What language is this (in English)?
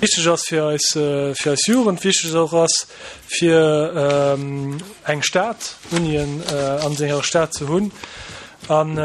Luxembourgish